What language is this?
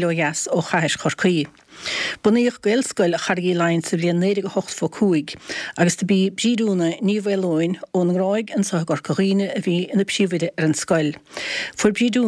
Irish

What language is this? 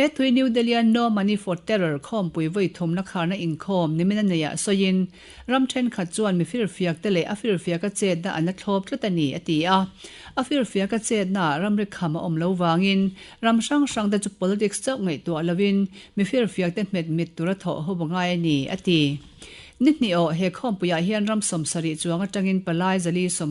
Mizo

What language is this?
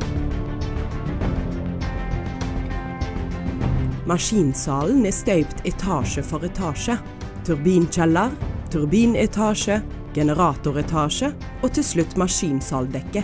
Norwegian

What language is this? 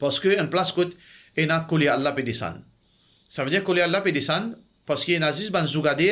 Morisyen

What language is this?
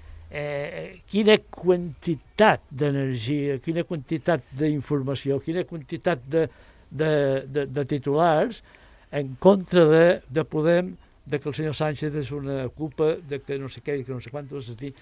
Catalan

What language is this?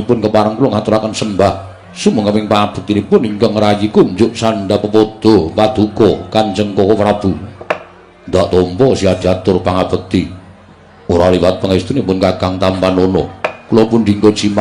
Javanese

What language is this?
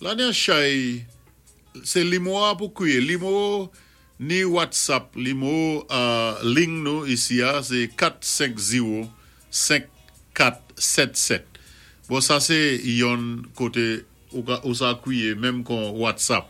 Saint Lucian Creole French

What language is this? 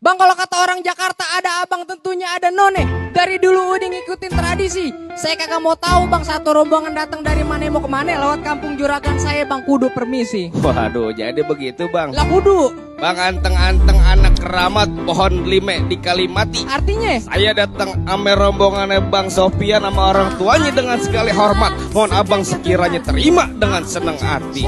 Betawi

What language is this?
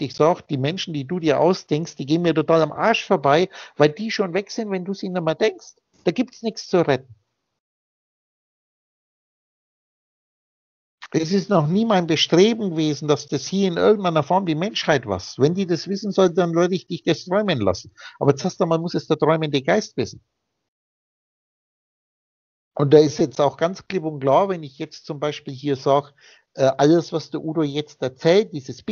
German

